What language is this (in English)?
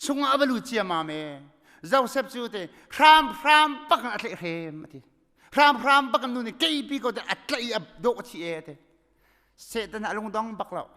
Hakha Chin